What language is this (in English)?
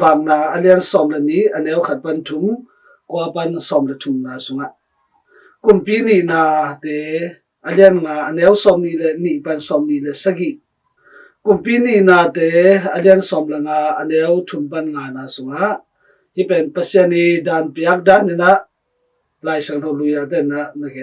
Tedim Chin